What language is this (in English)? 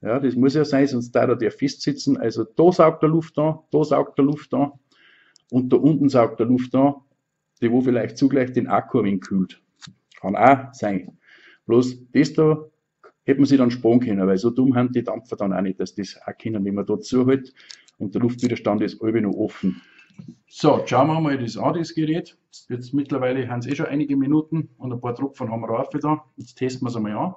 Bavarian